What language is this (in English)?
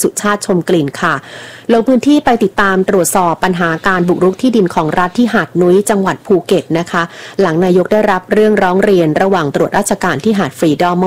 Thai